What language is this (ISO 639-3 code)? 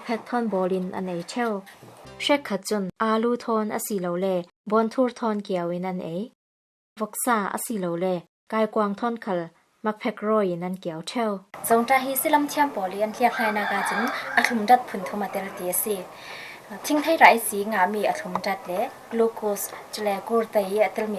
cfm